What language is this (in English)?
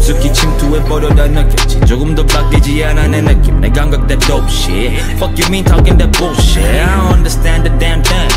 Korean